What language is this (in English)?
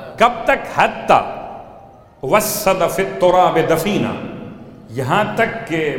Urdu